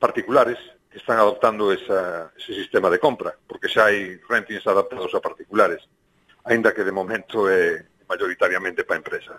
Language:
Galician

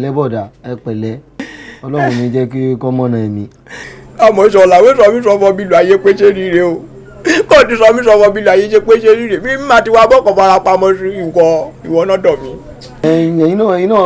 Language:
Yoruba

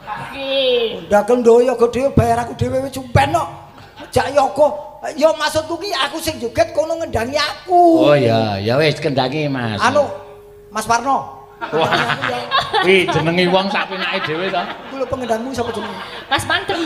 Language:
Javanese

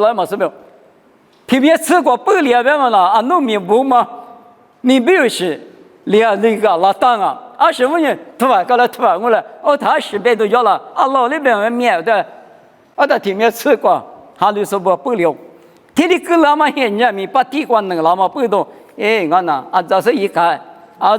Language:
Lisu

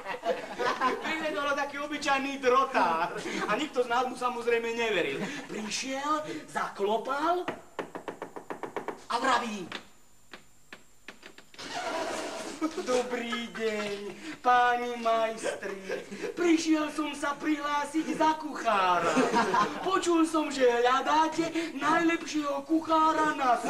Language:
Slovak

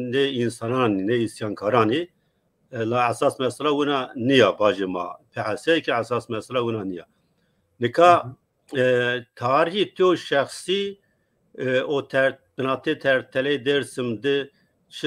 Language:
Zaza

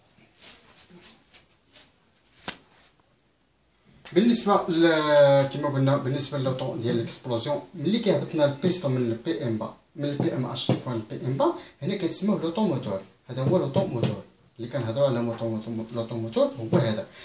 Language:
Moroccan Arabic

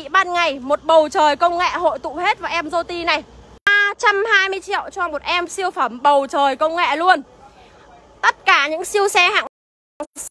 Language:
Vietnamese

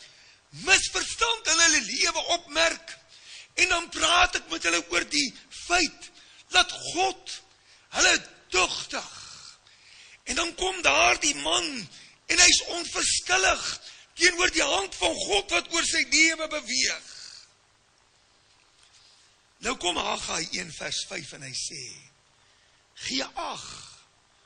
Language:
Afrikaans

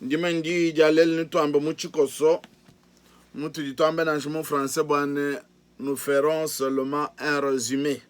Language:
Luba-Lulua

